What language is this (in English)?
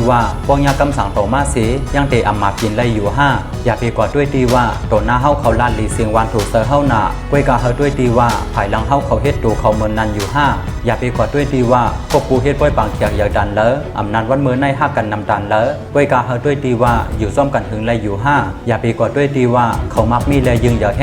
Shan